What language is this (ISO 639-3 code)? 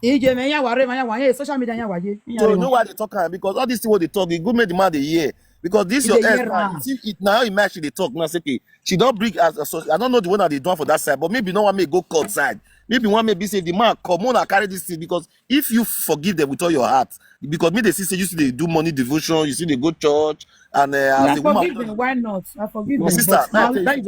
pcm